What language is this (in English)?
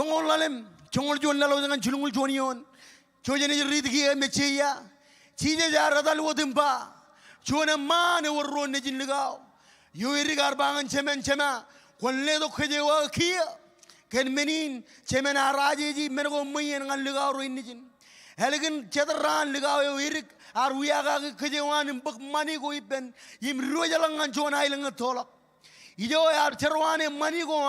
Marshallese